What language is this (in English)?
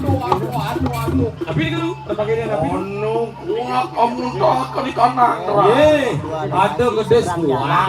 Balinese